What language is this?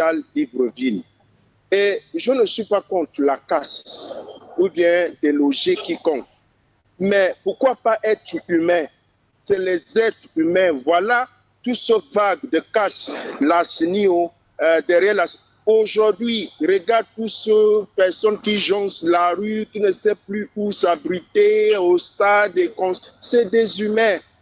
French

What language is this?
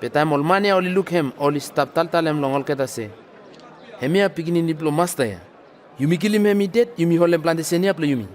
Bislama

